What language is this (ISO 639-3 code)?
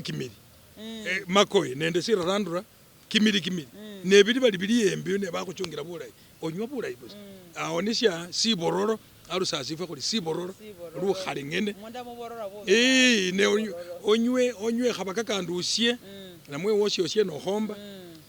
myx